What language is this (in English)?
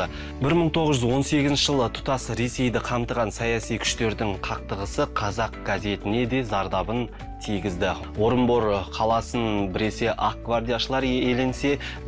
Kazakh